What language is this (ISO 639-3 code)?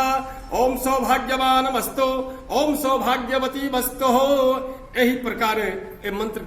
mai